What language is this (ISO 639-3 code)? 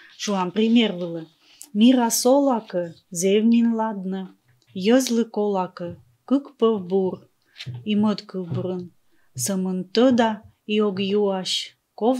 kom